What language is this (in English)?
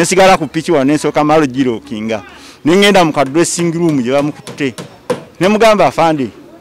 Ganda